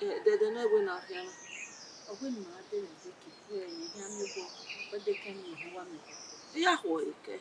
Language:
Bini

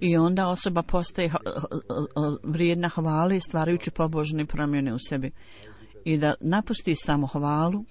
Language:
Bosnian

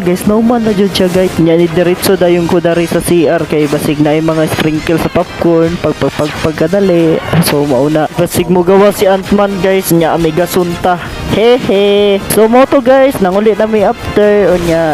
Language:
Cebuano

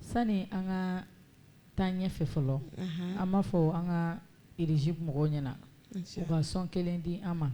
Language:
Bambara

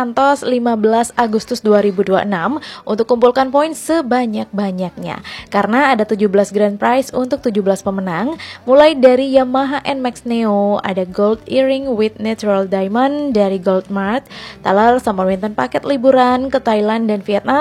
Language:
Balinese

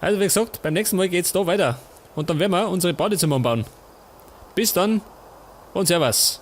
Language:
Bavarian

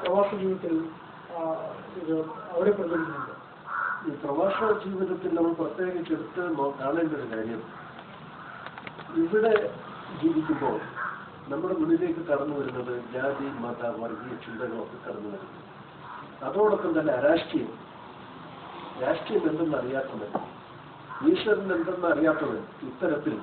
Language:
Malayalam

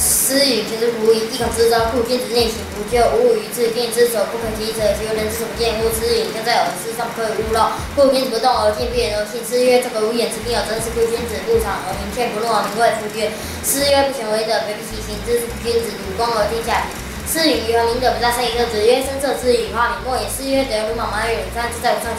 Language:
Literary Chinese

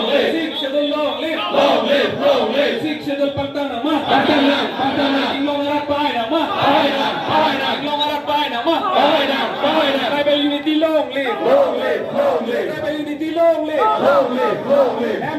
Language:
Karbi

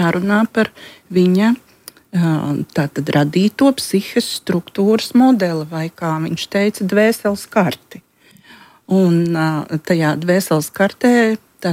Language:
Latvian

